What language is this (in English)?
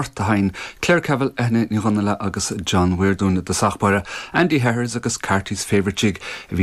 Irish